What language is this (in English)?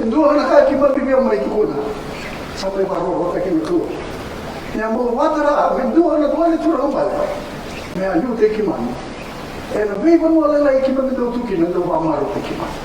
Fijian